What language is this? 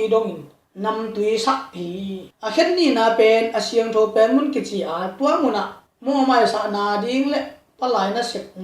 Tedim Chin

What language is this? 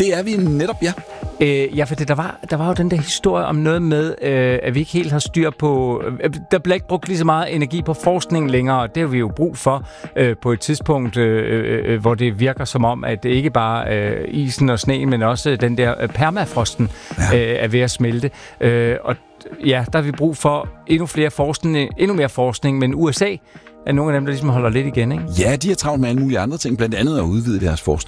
Danish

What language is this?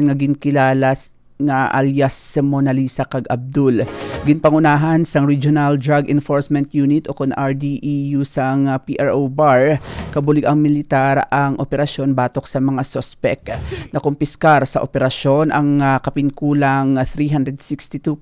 Hiligaynon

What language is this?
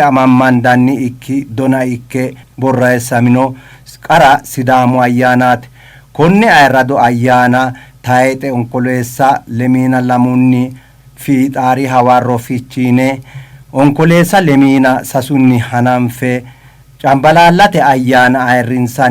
Sidamo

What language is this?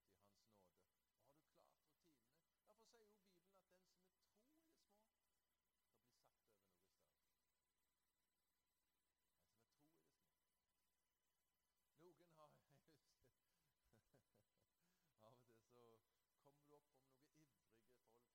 Norwegian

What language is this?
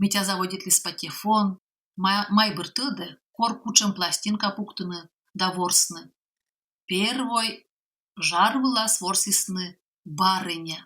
Komi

